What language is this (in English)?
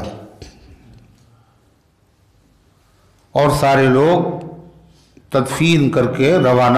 Urdu